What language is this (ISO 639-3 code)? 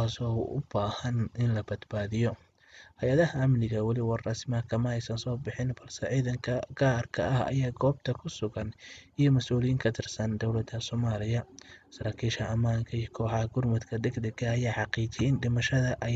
som